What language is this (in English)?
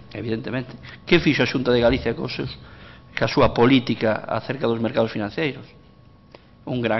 Galician